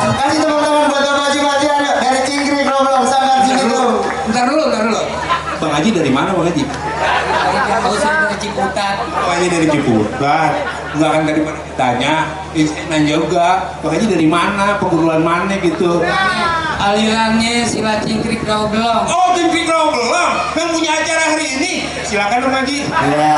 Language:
Betawi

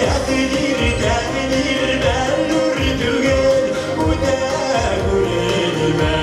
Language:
Bashkir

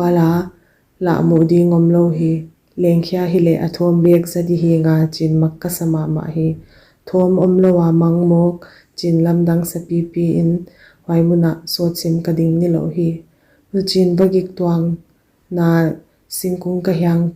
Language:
Paite Chin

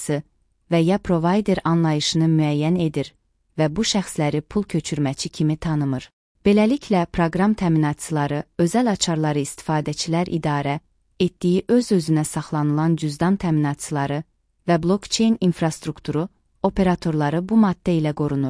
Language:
Azerbaijani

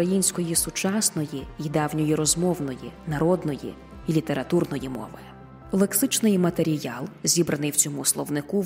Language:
Ukrainian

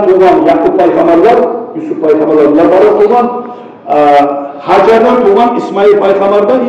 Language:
Kumyk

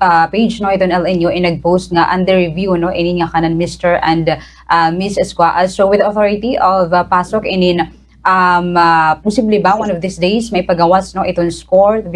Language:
Waray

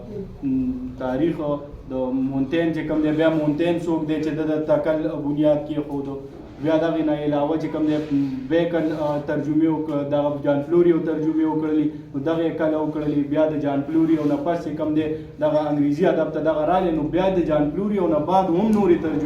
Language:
Pashto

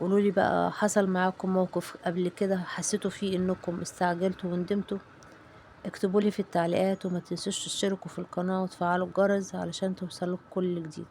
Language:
Egyptian Arabic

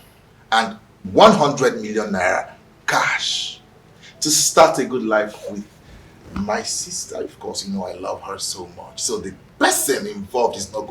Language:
Nigerian Pidgin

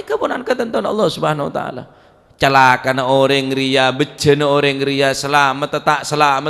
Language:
Madurese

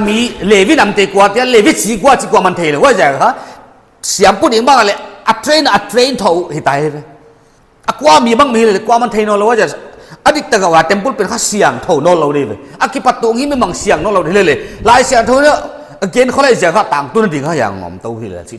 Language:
Paite Chin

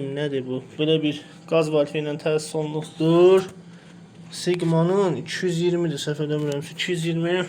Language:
Azerbaijani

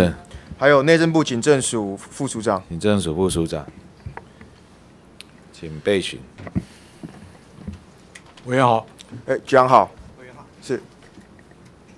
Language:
Chinese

